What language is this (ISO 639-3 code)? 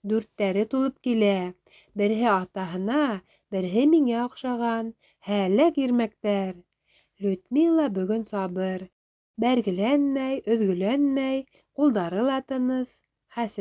bak